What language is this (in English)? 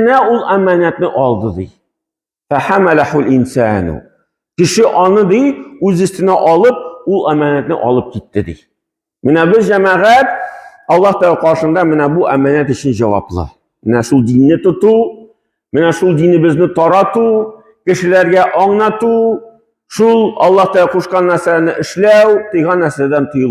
Tatar